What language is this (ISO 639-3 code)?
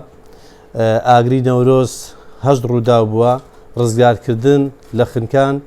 ckb